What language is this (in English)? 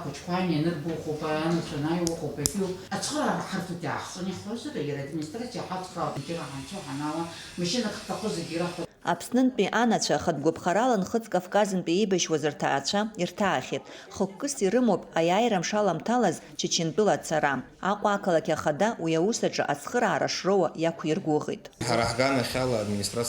Abkhazian